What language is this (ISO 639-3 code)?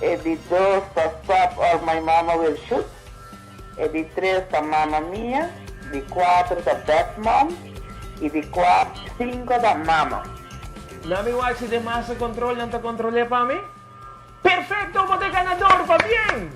pap